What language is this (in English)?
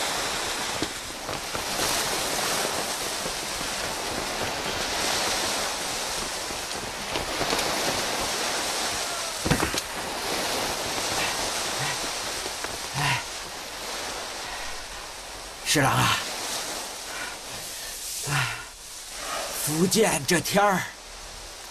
Chinese